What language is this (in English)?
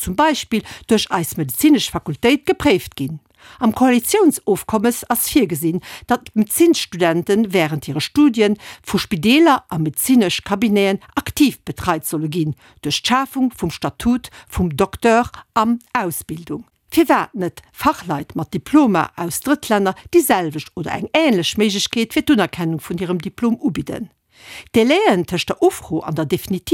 Luxembourgish